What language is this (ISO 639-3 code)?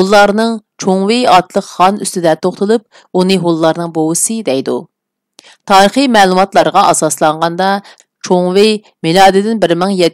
uig